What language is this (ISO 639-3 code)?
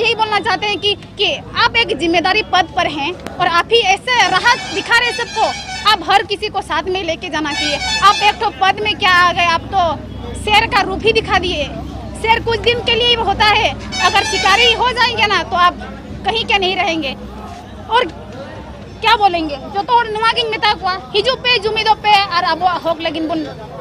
sat